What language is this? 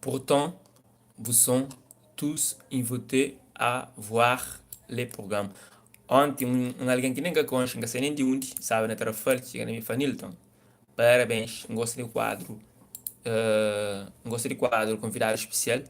Kabuverdianu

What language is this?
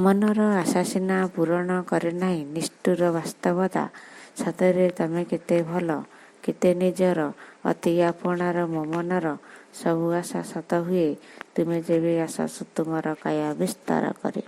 Odia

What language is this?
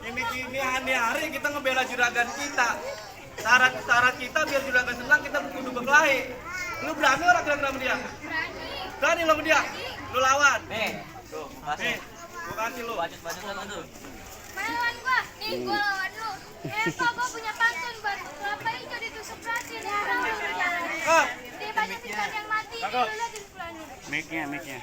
Betawi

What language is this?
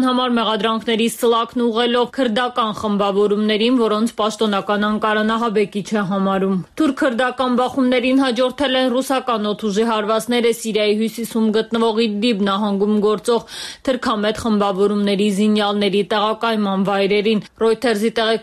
Armenian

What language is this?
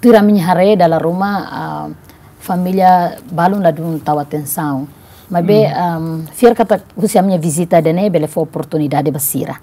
Tetum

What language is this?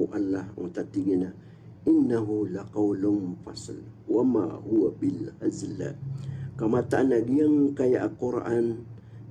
Maranao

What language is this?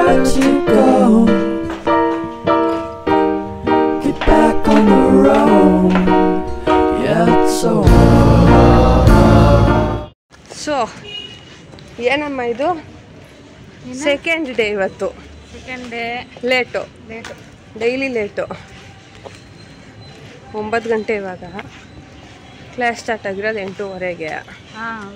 Kannada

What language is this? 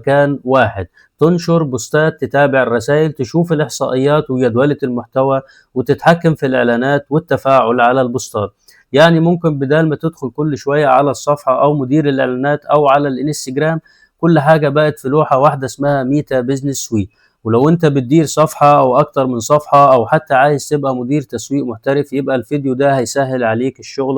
Egyptian Arabic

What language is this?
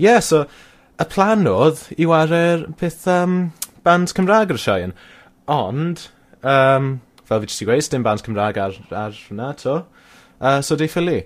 Welsh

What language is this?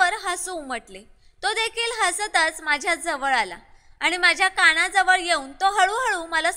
Marathi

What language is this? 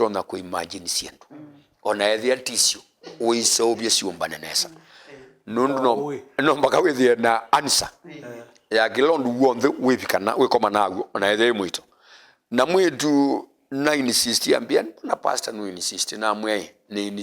Kamba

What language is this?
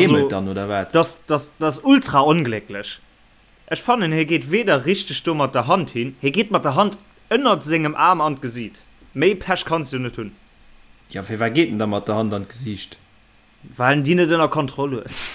Luxembourgish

